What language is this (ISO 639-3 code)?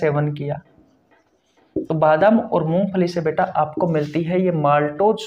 hin